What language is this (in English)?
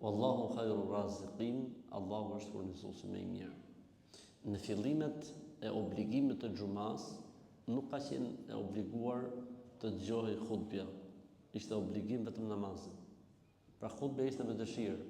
Albanian